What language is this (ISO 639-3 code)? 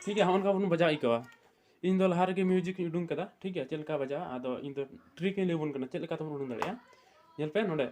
sat